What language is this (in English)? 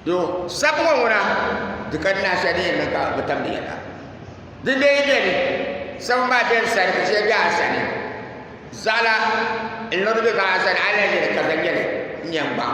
Dagbani